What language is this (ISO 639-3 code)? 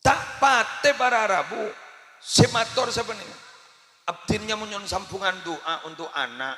mad